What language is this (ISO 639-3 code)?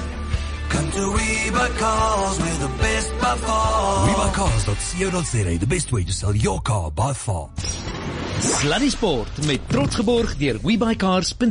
afr